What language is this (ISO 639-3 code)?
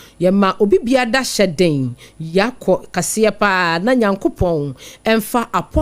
aka